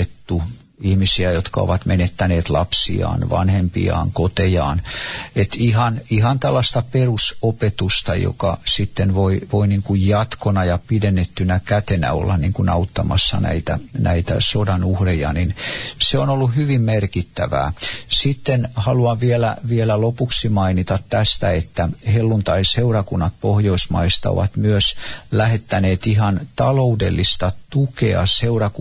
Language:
Finnish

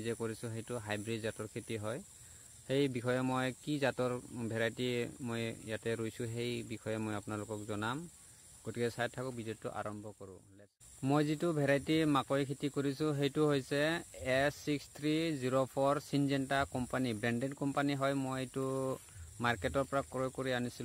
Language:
Assamese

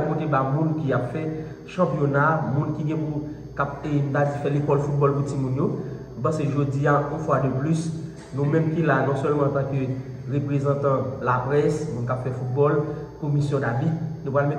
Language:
Haitian Creole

